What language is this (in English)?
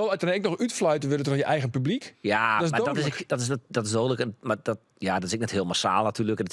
Western Frisian